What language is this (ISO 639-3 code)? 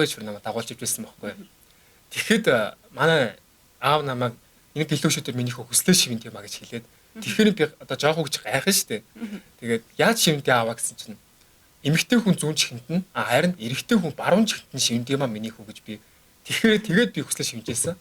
mon